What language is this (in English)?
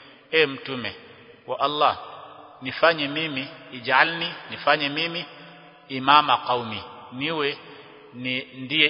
Swahili